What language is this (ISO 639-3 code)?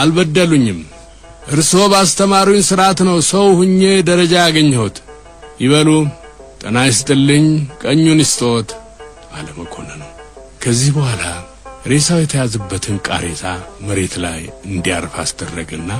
amh